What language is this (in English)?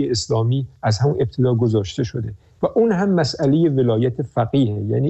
Persian